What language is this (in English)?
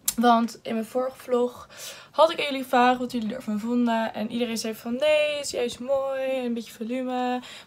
Dutch